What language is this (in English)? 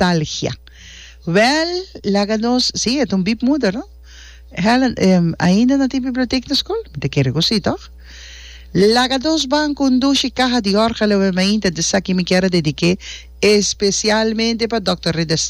Papiamento